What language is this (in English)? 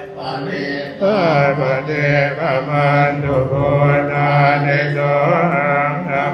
Pali